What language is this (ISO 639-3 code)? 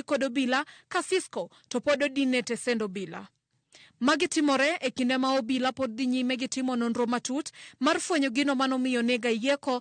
luo